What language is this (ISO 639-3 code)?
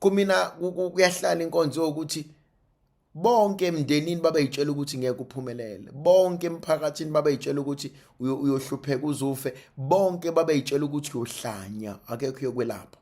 zul